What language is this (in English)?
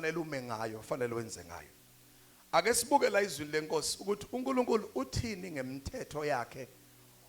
Zulu